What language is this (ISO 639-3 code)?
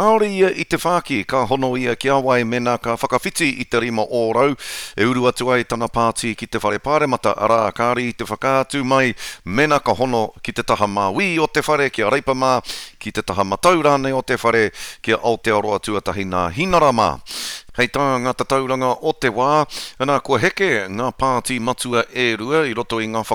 mri